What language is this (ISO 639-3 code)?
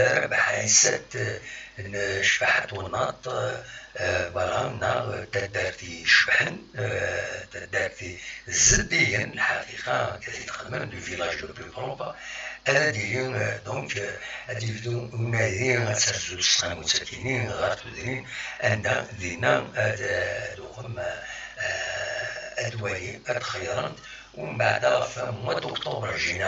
kab